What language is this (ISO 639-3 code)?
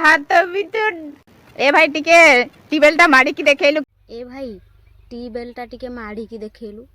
ori